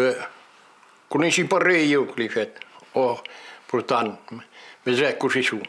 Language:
Occitan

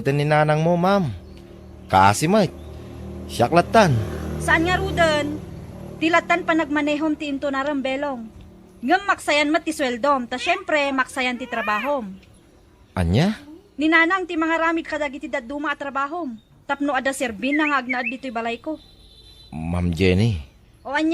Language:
Iloko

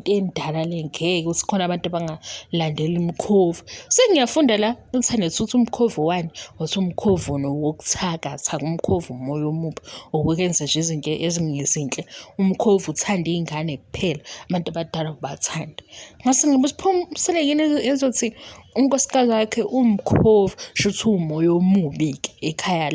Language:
Zulu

